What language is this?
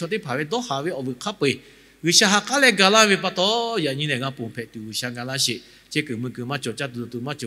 Lahu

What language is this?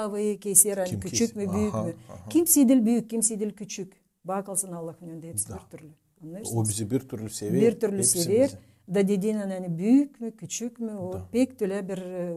Gagauz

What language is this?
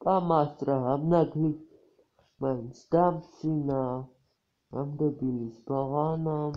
Georgian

